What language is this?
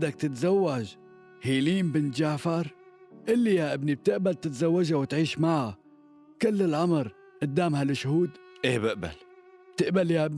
North Levantine Arabic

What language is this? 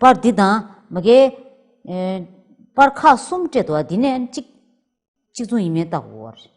Tibetan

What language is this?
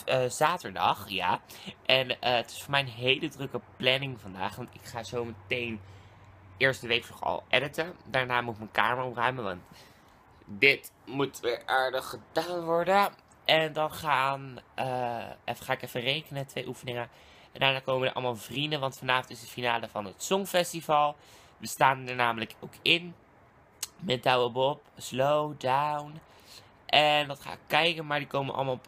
Dutch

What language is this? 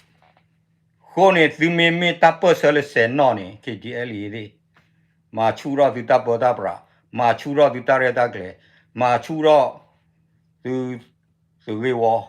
S'gaw Karen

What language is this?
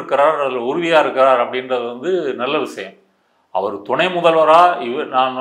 Tamil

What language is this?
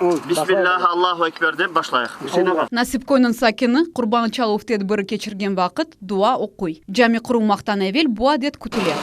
Crimean Tatar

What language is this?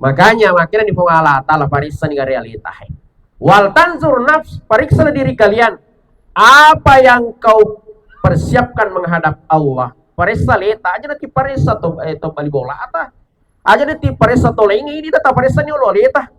Buginese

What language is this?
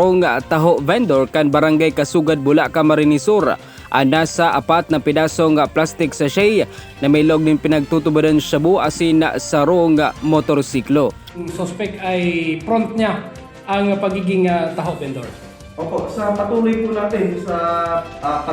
Bikol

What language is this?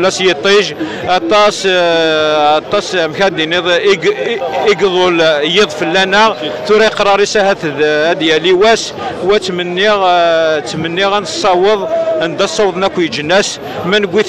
Kabyle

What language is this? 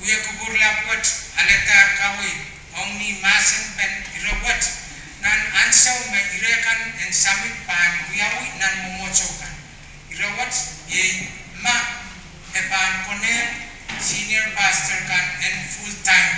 Pohnpeian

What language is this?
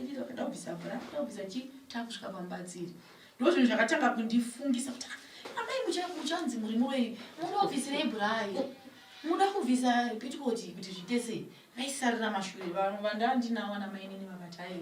Shona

